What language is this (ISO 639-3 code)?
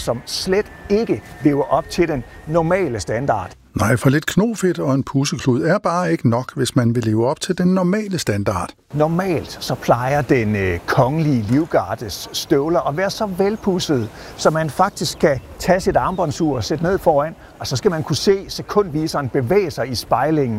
dan